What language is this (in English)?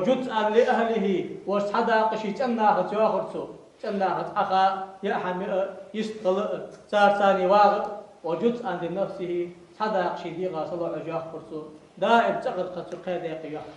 Ingush